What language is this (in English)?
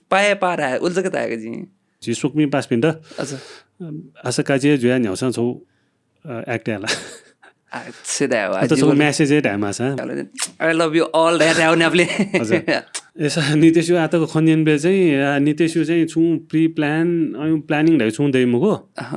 Newari